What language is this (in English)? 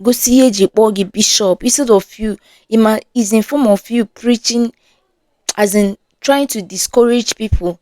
Igbo